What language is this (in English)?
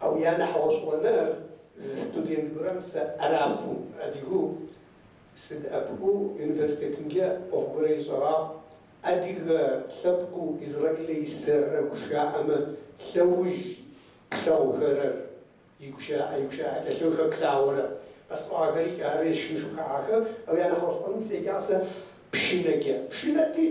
Kabardian